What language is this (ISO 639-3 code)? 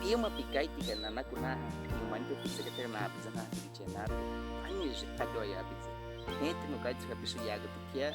bwi